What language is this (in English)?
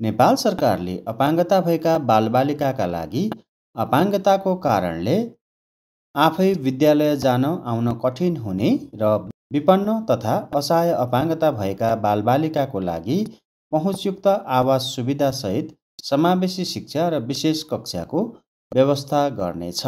Nepali